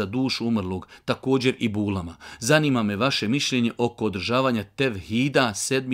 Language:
Bosnian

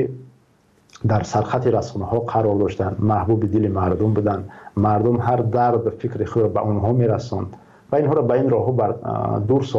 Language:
Tajik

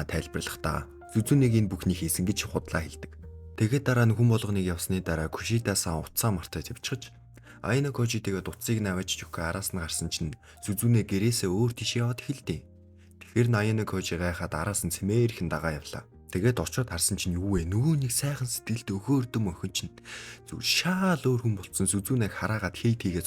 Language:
Mongolian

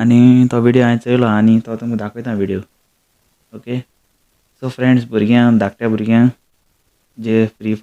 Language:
Konkani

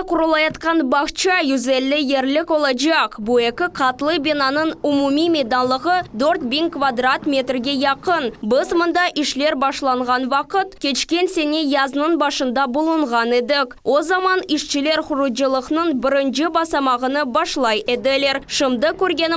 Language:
Crimean Tatar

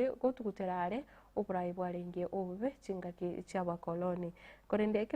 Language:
Gusii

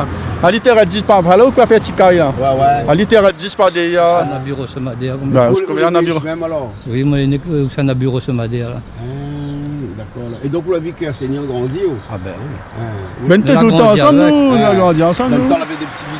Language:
Réunion Creole French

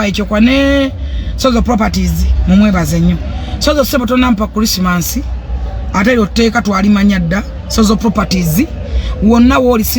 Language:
Ganda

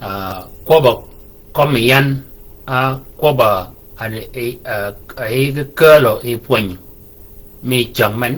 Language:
Shilluk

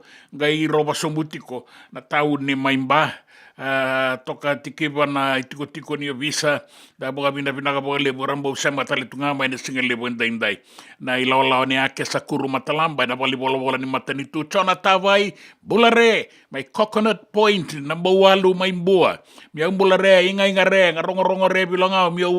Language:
Fijian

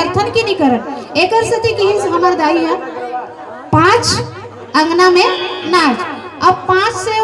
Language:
Chhattisgarhi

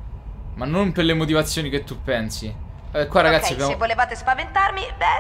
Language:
Italian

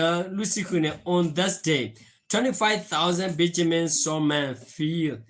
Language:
S'gaw Karen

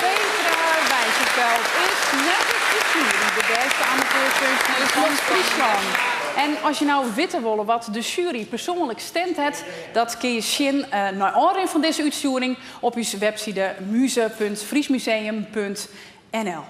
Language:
Western Frisian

